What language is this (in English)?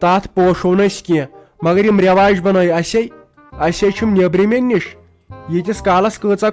Kashmiri